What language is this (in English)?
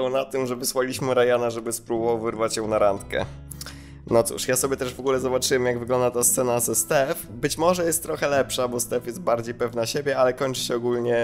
Polish